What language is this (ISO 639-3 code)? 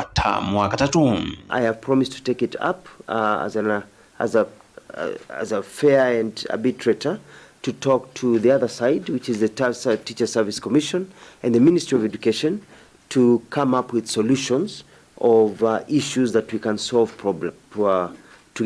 kam